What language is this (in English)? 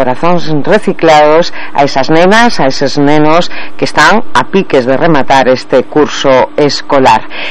Galician